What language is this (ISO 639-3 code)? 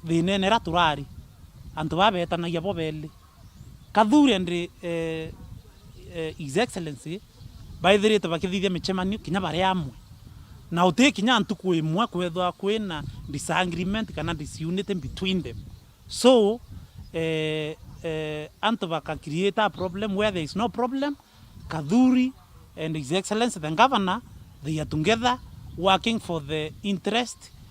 mer